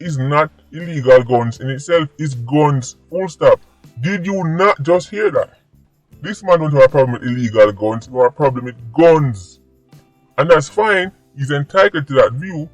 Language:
Jamaican Creole English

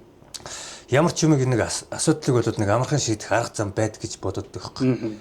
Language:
Mongolian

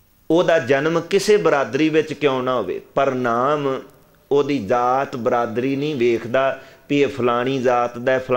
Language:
Punjabi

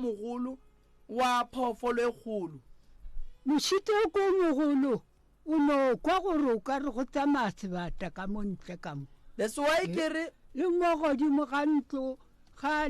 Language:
Northern Sotho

